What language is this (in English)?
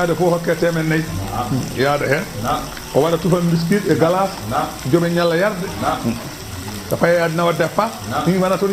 Fula